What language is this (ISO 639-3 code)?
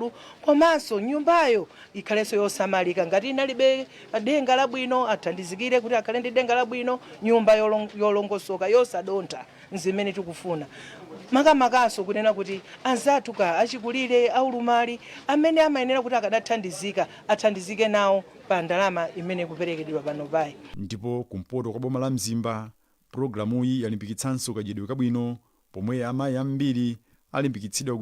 nya